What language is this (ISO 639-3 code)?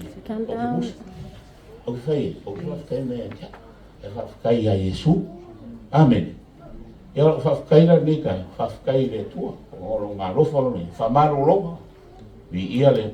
smo